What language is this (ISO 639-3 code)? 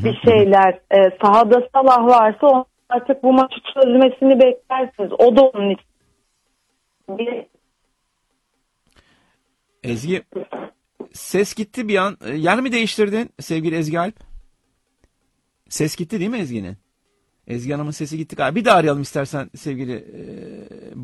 tur